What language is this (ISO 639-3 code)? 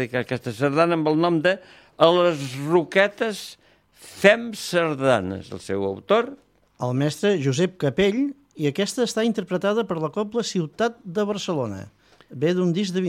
cat